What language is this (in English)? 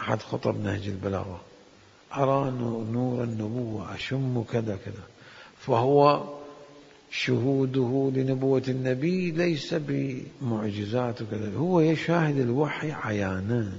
Mesopotamian Arabic